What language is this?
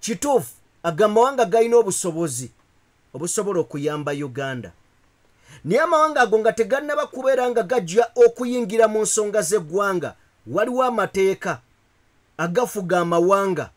Ganda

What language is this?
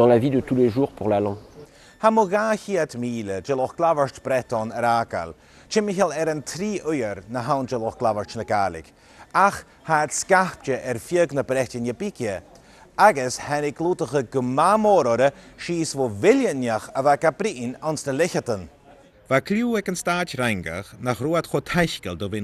Scottish Gaelic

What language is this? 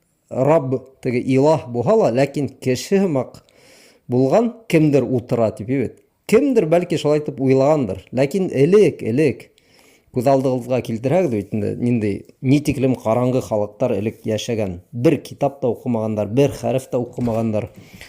Bashkir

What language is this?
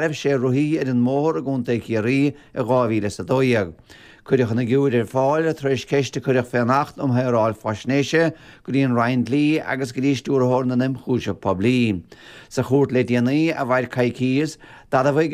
Irish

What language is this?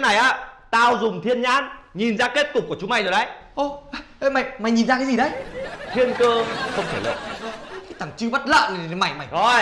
Vietnamese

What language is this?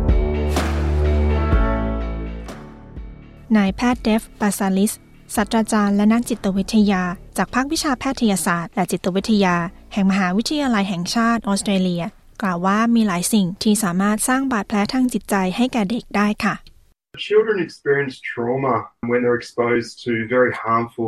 Thai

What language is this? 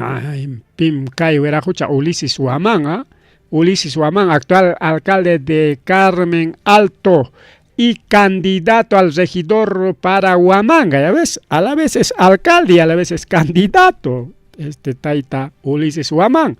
Ayacucho Quechua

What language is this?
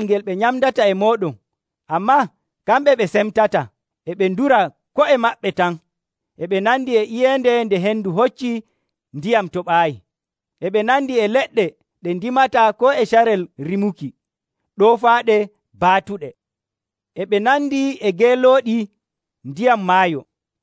Nigerian Fulfulde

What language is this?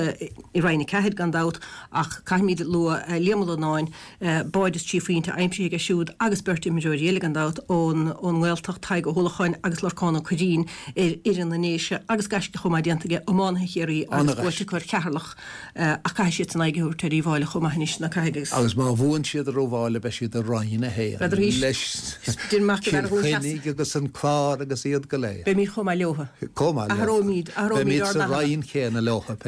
Irish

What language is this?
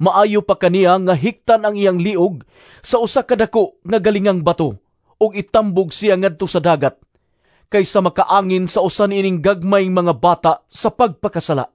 Cebuano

